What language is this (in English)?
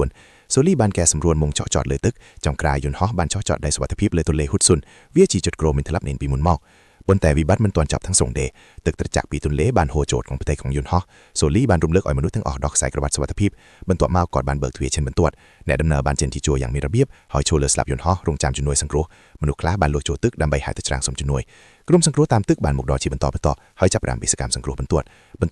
Khmer